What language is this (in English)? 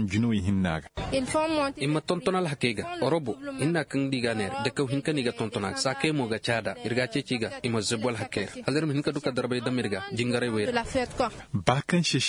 Koyraboro Senni